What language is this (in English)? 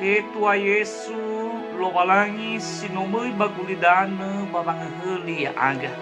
Nias